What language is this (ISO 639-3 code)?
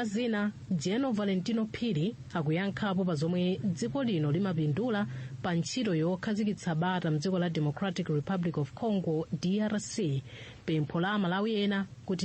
nya